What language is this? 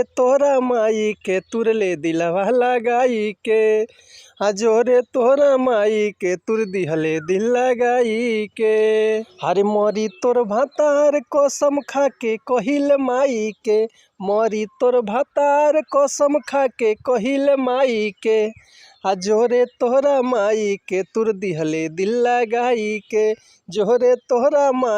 Bhojpuri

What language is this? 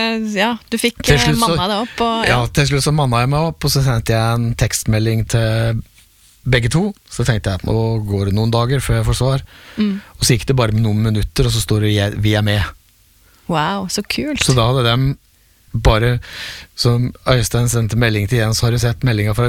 Norwegian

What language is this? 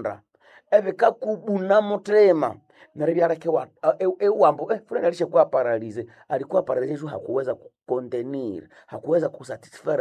Nande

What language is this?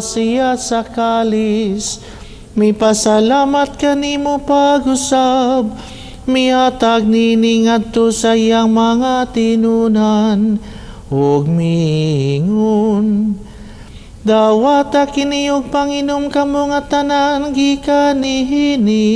Cebuano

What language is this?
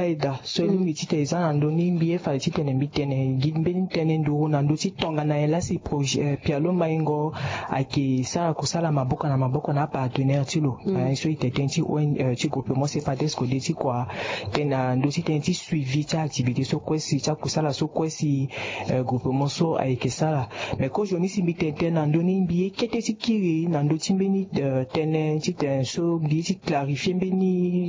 Sango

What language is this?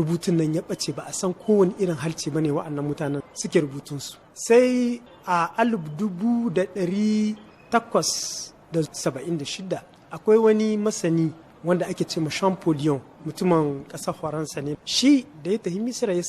Hausa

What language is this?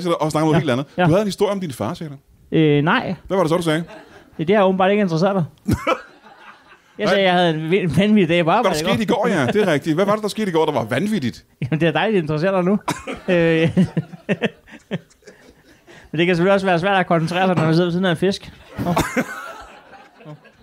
Danish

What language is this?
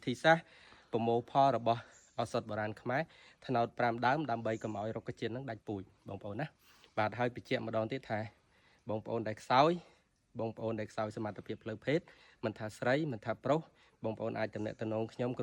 Khmer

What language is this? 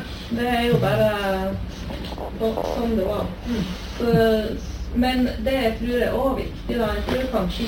Norwegian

